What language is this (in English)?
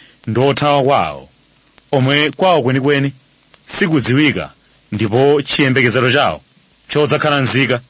Nyanja